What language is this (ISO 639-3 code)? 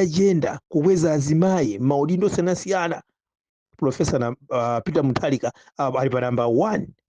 nya